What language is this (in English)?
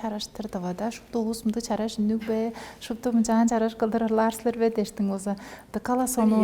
Tuvinian